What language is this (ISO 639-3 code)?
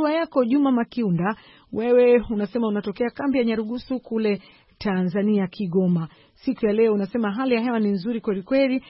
swa